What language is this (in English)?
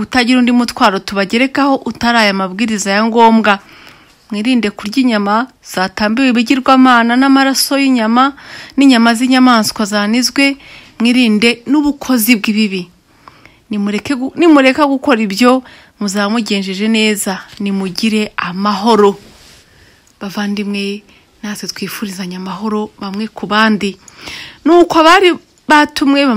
Kinyarwanda